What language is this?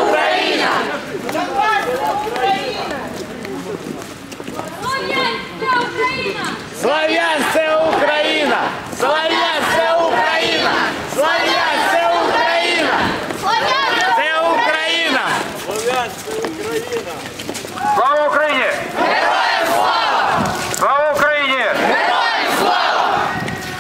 Ukrainian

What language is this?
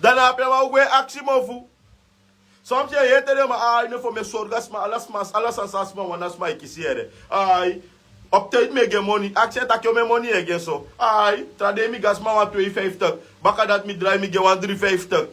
Sranan Tongo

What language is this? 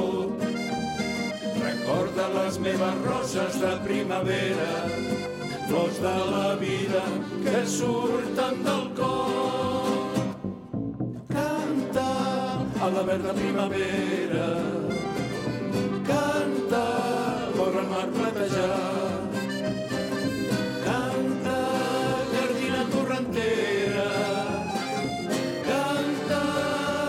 Catalan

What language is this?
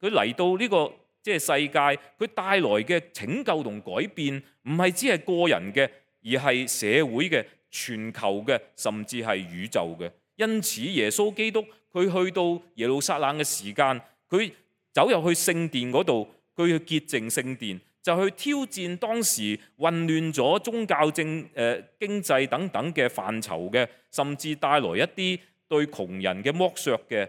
Cantonese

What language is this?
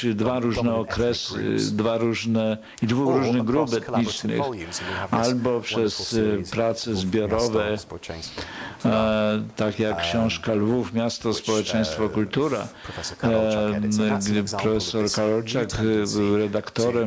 Polish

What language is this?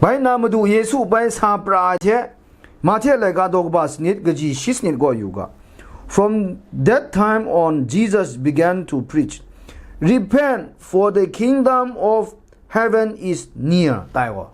Kachin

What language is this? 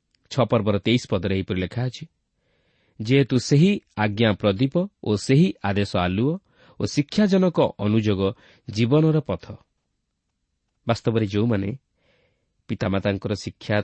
Odia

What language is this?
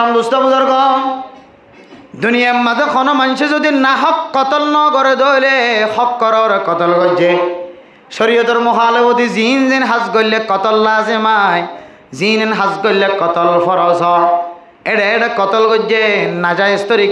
Rohingya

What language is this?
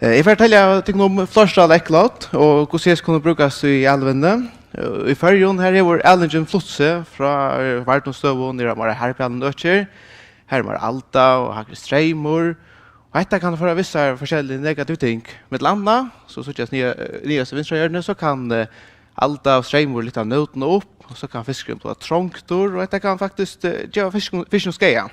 Faroese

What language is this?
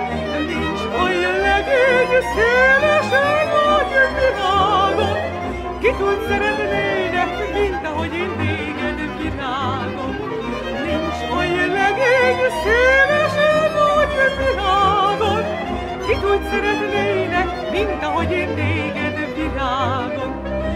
Hungarian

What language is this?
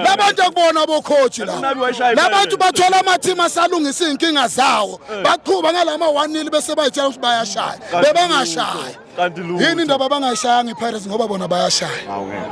Zulu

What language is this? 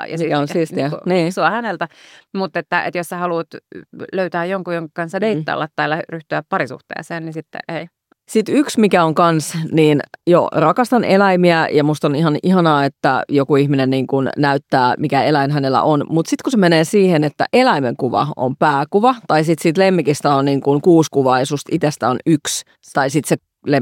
Finnish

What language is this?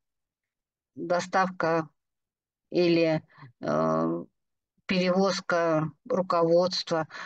Russian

